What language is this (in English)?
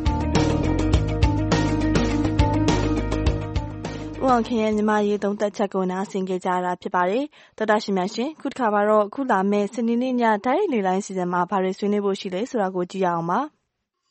Burmese